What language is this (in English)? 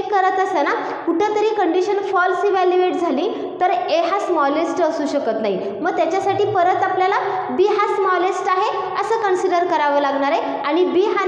Marathi